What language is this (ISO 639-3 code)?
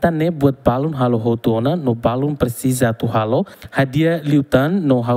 tet